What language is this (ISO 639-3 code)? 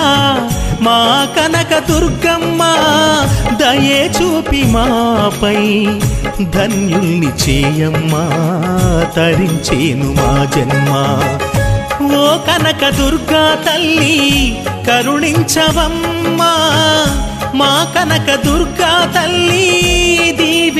tel